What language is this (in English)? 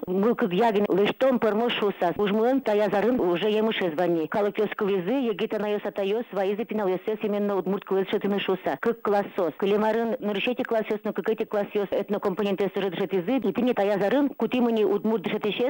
Udmurt